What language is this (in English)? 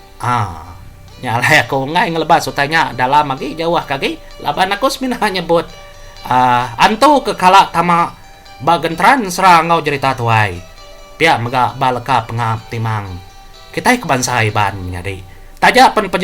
Iban